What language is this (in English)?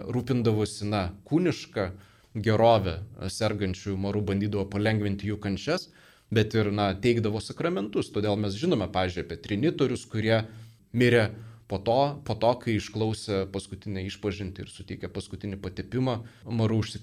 Lithuanian